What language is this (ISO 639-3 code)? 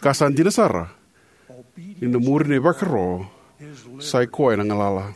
fij